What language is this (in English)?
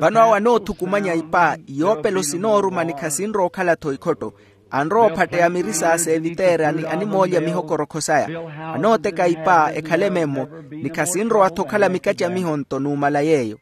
Makhuwa